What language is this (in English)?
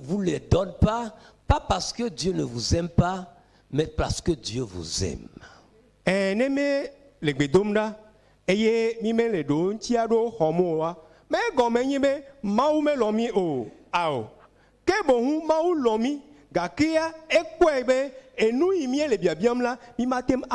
Ewe